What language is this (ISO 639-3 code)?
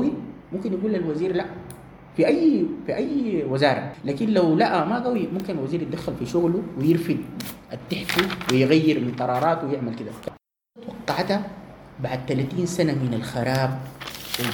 apd